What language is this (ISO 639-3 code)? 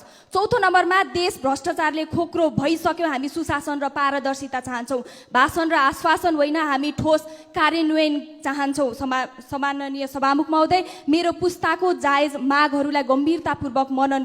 nep